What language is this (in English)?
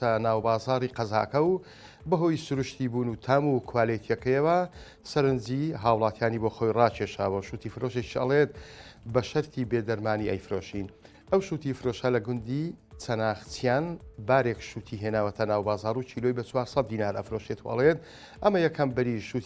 Central Kurdish